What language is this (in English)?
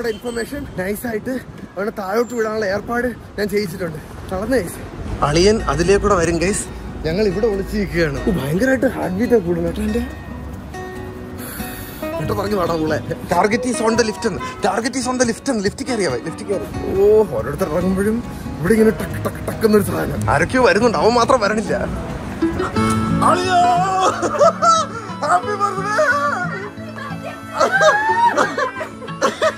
Malayalam